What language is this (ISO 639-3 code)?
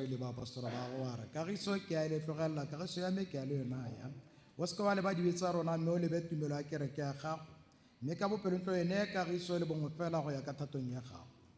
tsn